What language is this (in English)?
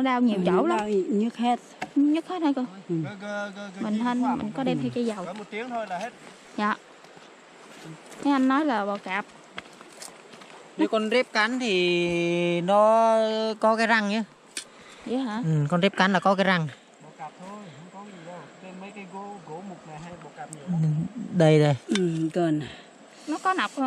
Vietnamese